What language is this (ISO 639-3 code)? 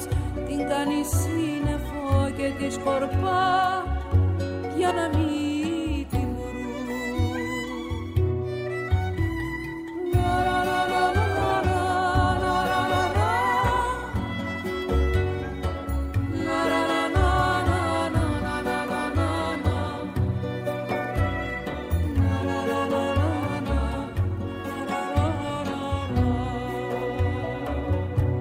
ell